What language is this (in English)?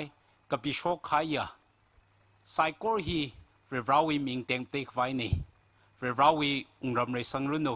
Tangkhul Naga (India)